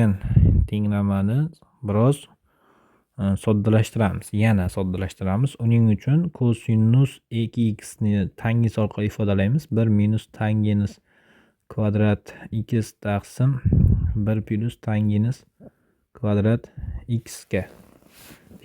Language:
Uzbek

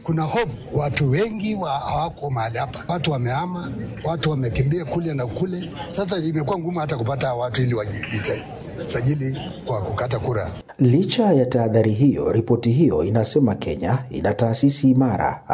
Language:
Swahili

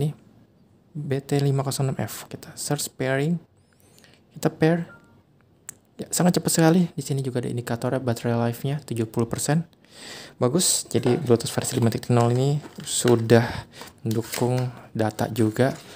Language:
Indonesian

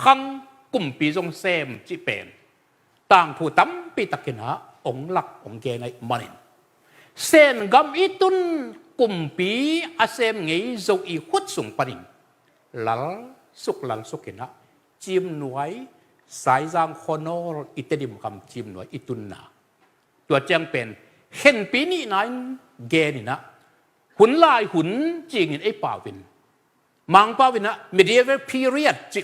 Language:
Tedim Chin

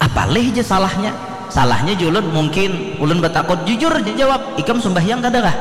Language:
Banjar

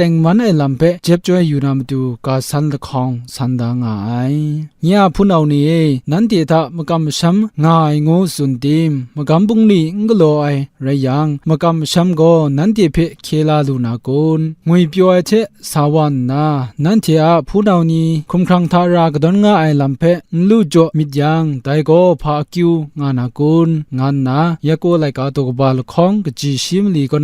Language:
Kachin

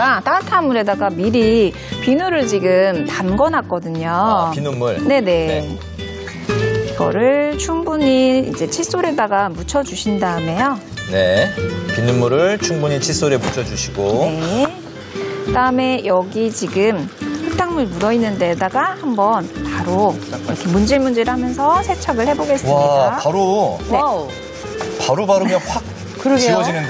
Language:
Korean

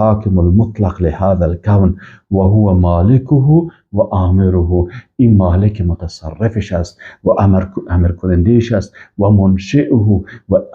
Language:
Persian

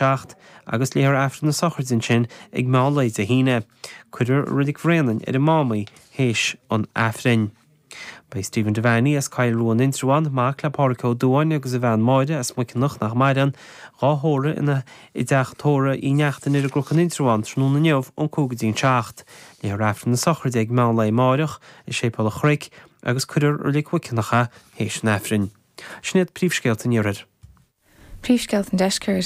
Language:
Irish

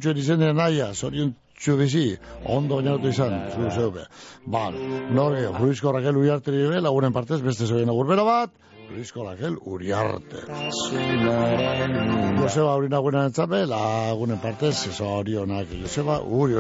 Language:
Basque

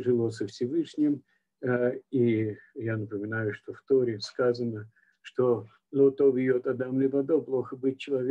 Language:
Russian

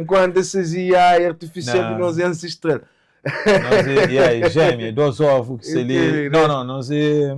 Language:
Kabuverdianu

